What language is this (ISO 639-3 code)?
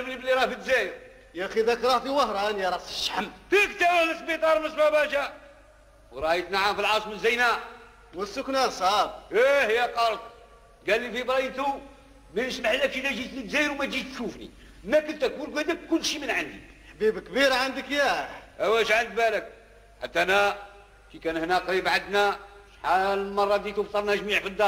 arq